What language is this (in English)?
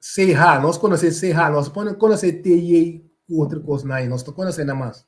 Papiamento